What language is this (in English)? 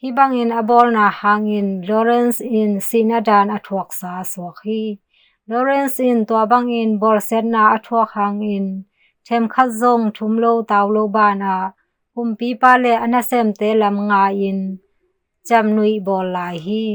Tedim Chin